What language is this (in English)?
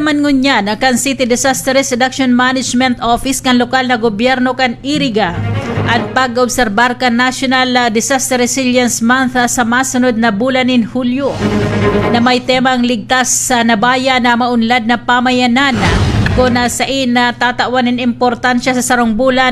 Bikol